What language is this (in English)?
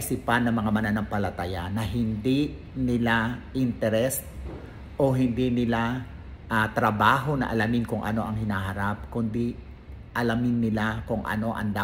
Filipino